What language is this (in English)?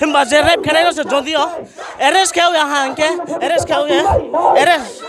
Riang (India)